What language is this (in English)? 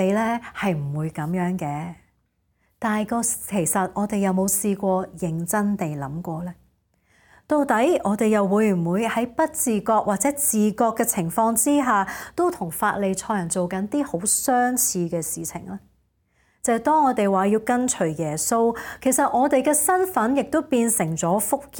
Cantonese